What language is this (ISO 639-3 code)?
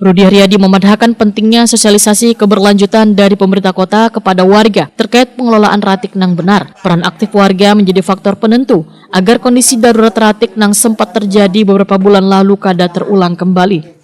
bjn